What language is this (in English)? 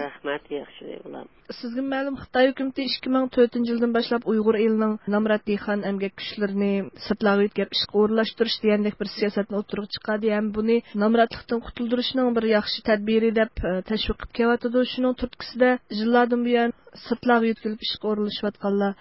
Uyghur